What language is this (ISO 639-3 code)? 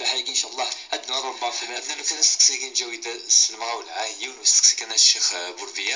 kab